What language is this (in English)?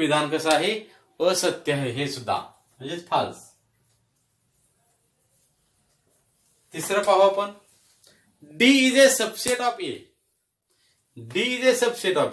Marathi